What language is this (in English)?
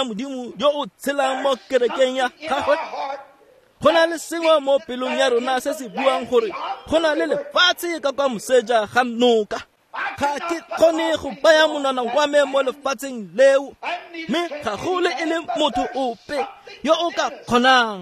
Tswana